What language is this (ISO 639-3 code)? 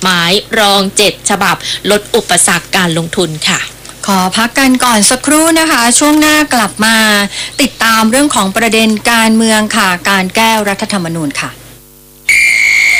tha